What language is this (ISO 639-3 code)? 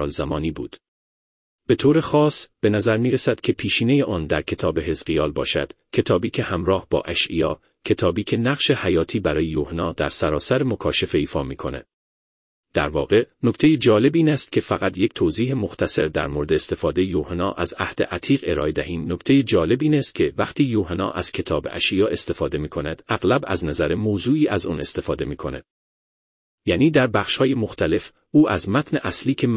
fas